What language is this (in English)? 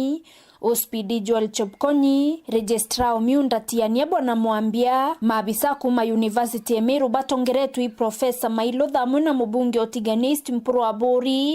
Meru